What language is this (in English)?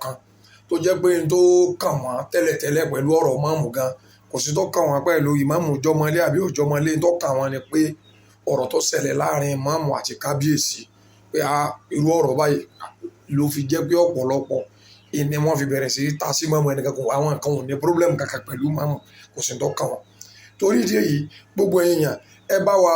Yoruba